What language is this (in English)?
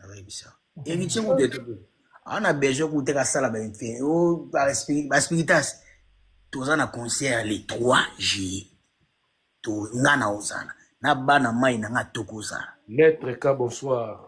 Lingala